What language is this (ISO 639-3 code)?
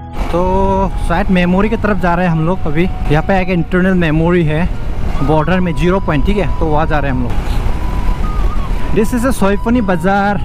hin